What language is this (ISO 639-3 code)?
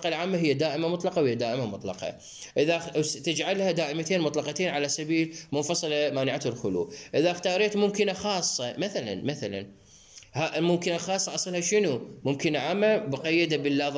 acm